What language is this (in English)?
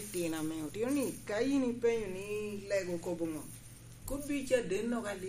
Lango (Uganda)